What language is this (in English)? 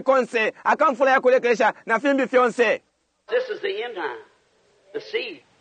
Bemba